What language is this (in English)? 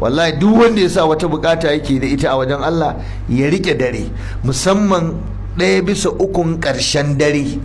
Hausa